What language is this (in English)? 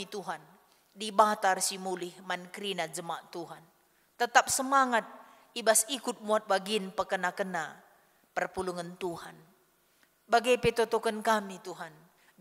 Batak Karo